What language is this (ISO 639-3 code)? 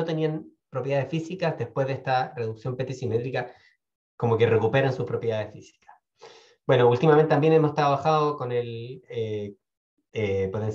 spa